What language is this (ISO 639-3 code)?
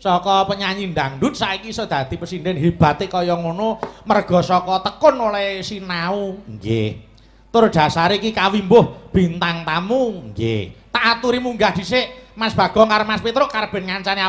jav